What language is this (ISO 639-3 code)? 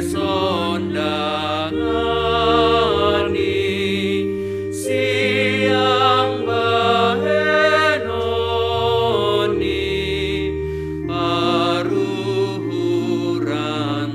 bts